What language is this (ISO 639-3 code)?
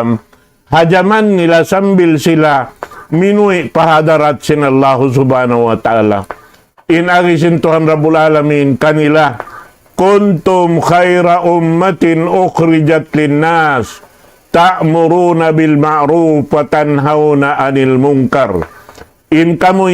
tsg